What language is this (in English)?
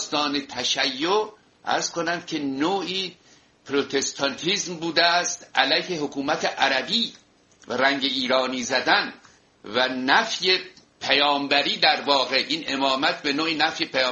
Persian